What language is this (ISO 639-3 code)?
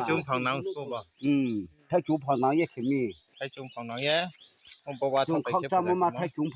ria